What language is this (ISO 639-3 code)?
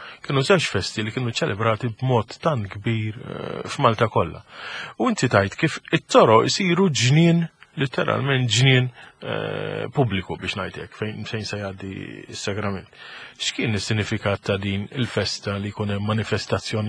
mlt